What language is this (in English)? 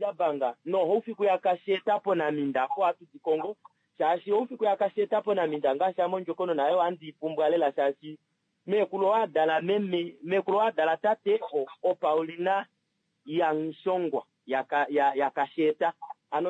Kuanyama